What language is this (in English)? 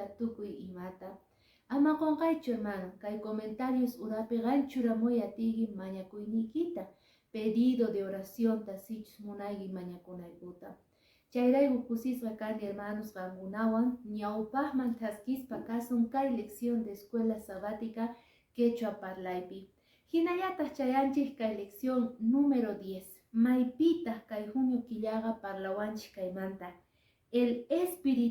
Quechua